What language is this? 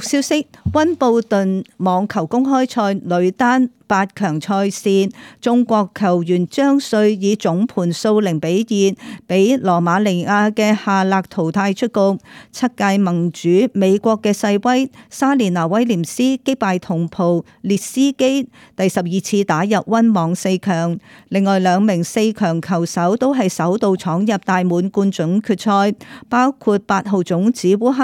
Cantonese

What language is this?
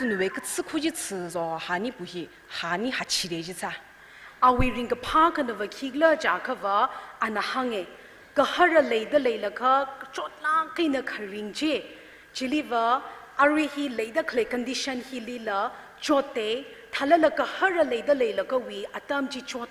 Tangkhul Naga (India)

